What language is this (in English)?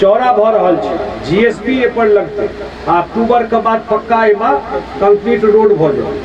Maithili